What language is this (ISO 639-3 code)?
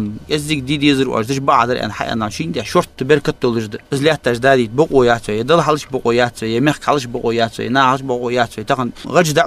inh